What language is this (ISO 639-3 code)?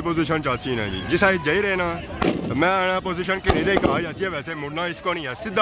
phr